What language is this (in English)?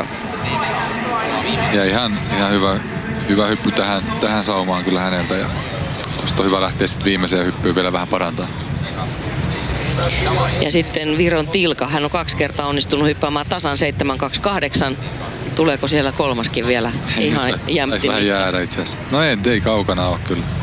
Finnish